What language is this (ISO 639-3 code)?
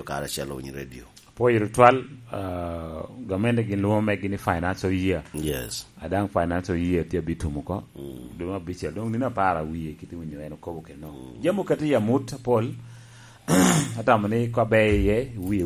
laj